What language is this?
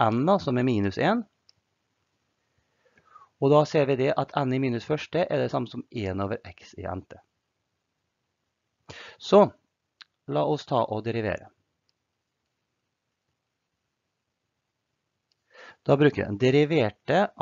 Norwegian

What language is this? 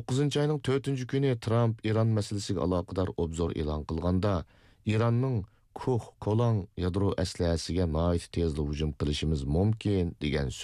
Uyghur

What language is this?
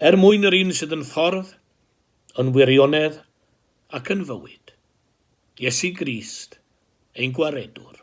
Welsh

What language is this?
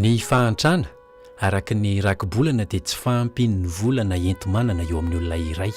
Malagasy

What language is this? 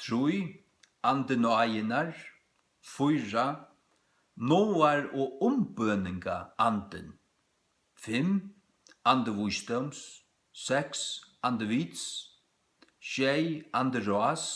Faroese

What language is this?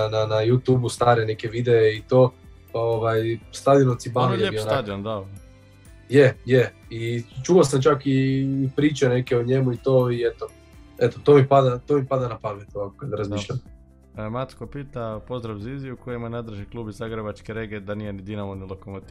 Croatian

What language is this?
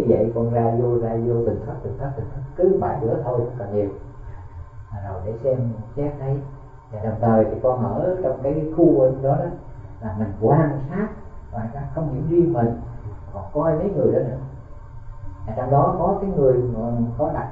Vietnamese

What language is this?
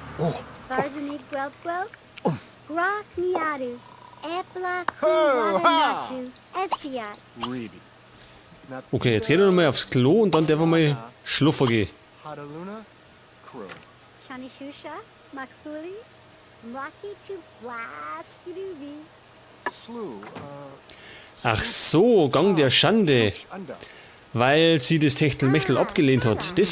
Bavarian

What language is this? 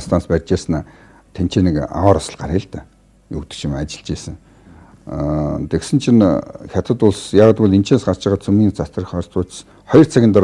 Mongolian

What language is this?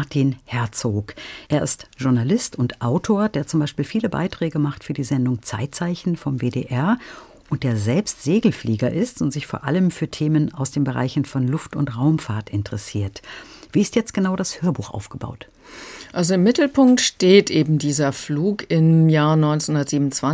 German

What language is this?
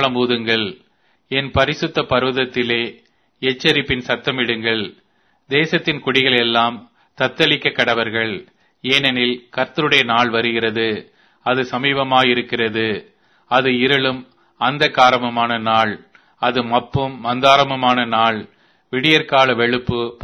Tamil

